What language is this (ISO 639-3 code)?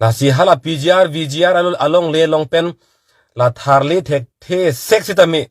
mjw